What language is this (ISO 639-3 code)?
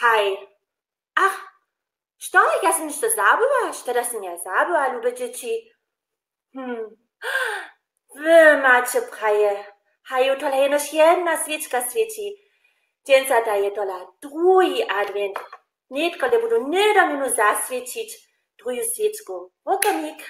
hsb